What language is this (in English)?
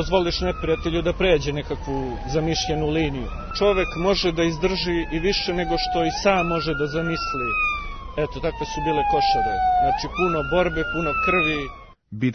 Serbian